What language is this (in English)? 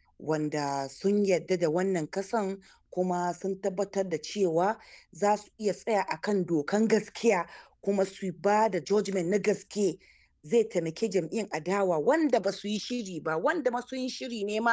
Hausa